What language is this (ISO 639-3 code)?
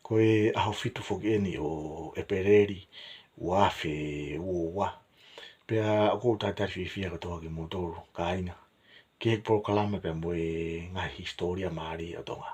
ton